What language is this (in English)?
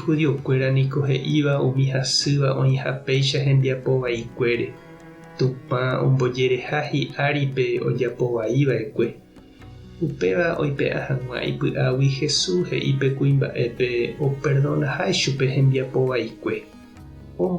Guarani